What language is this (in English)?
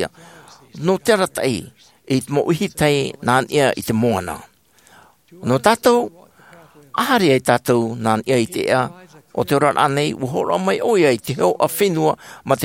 Tahitian